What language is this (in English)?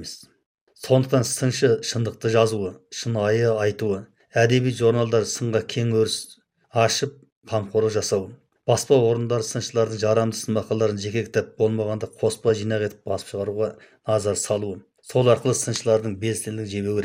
Kazakh